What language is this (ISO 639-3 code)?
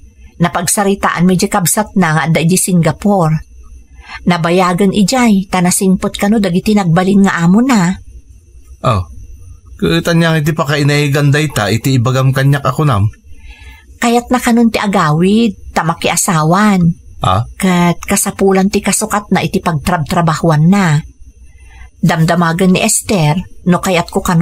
ilo